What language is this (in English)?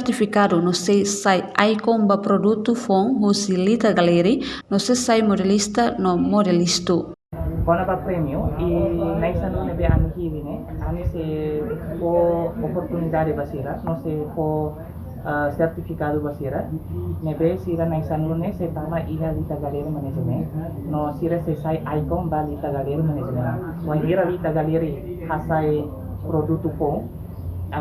Tetum